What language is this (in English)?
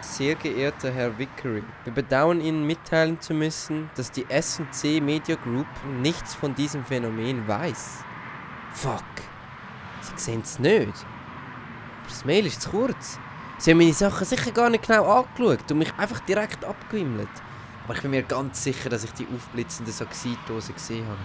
Swiss German